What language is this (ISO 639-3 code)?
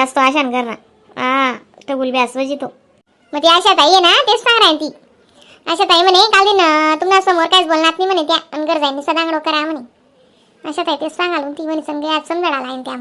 khn